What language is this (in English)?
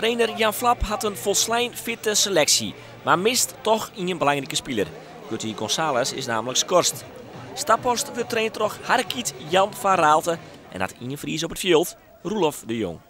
Western Frisian